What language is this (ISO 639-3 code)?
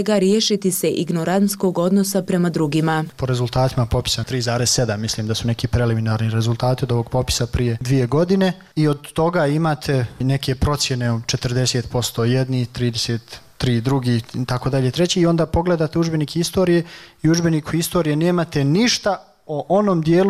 bos